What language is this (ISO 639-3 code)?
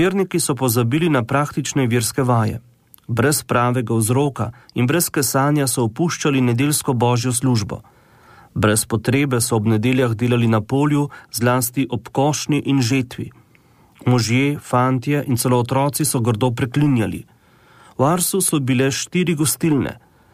slv